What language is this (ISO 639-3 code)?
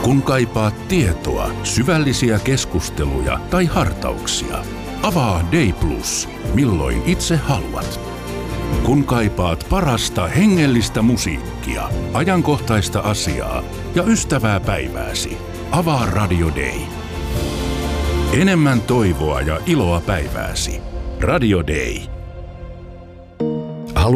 fin